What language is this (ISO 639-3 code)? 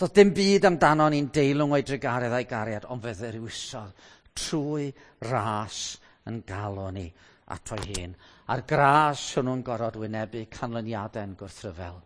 cym